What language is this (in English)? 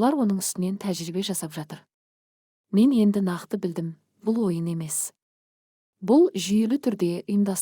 Kazakh